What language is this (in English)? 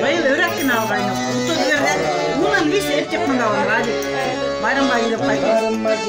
Bashkir